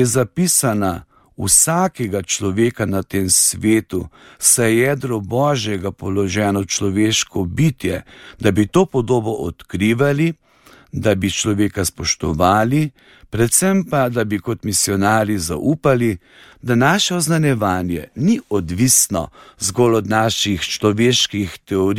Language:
Slovenian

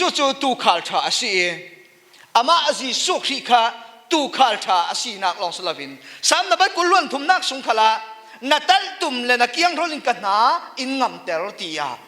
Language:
Falam Chin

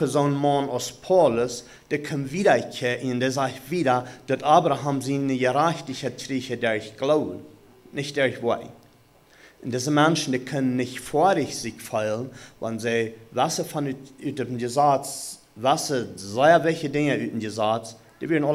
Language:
Plautdietsch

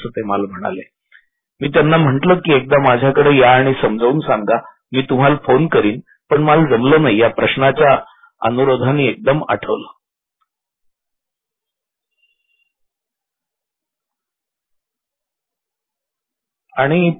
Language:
Marathi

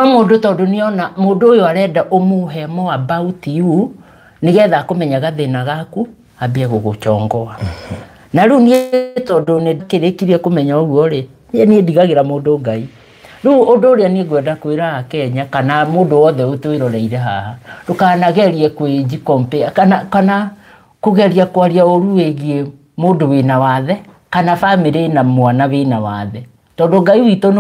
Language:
Kikuyu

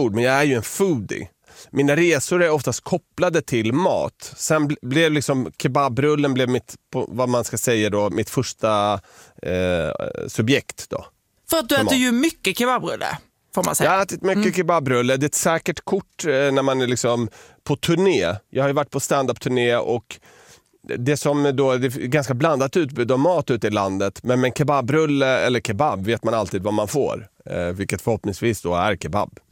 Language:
Swedish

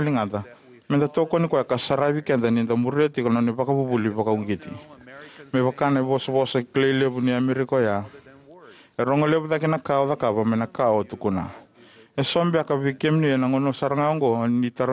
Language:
Fijian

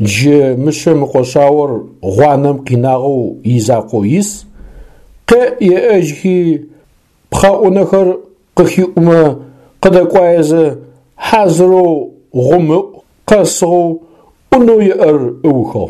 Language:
Adyghe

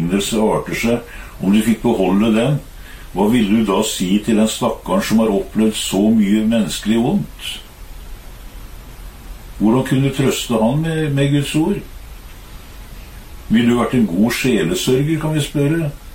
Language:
Norwegian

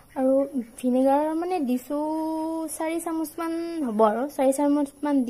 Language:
Assamese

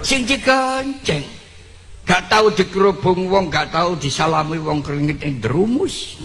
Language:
Javanese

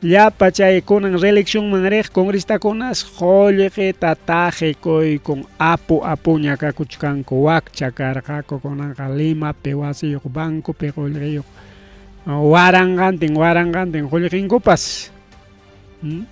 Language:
Ayacucho Quechua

